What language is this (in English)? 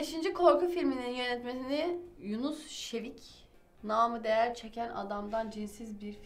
Turkish